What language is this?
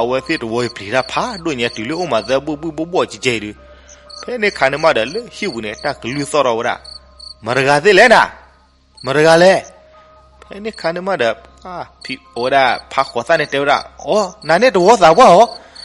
S'gaw Karen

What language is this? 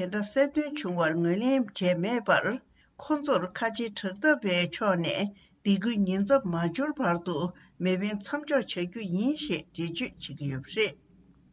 Tibetan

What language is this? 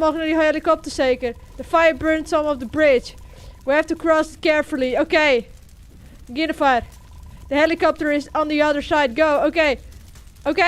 Western Frisian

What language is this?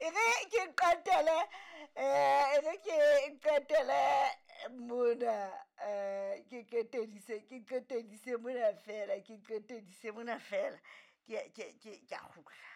Southern Sotho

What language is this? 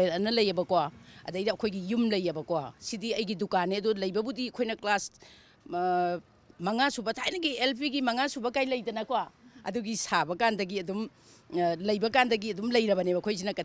Manipuri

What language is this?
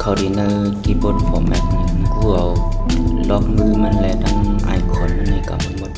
Shan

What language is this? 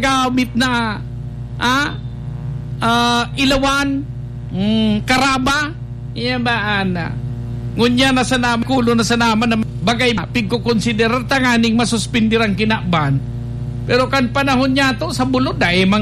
Bikol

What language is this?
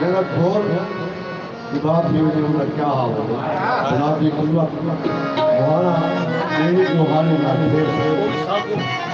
Saraiki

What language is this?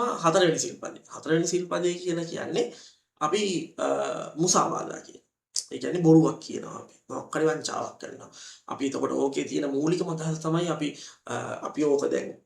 Sinhala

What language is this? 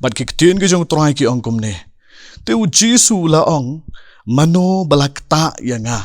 Khasi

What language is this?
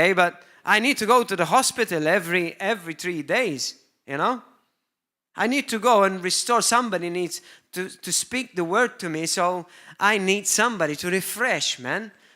English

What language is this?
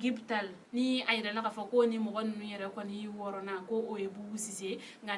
Bambara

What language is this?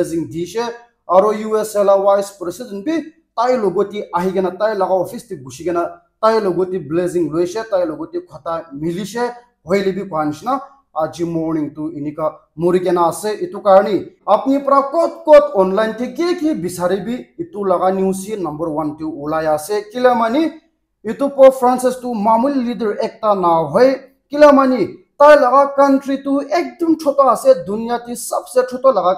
Naga Pidgin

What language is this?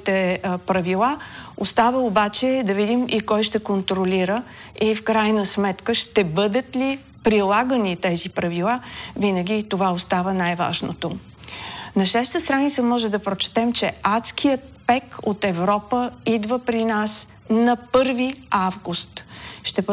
Bulgarian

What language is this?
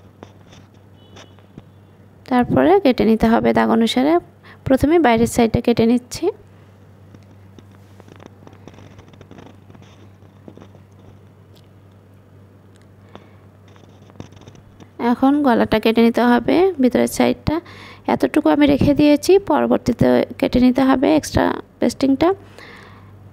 Bangla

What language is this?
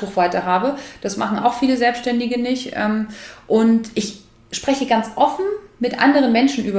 German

